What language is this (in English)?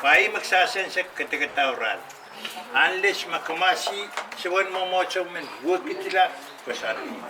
Pohnpeian